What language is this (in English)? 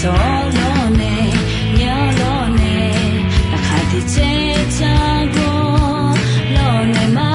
Akha